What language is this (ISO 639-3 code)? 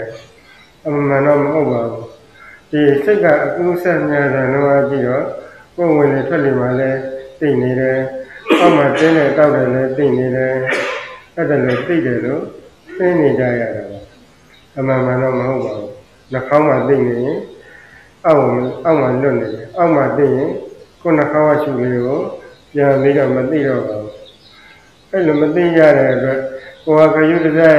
mya